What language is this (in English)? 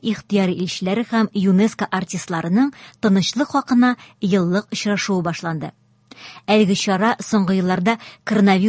Tatar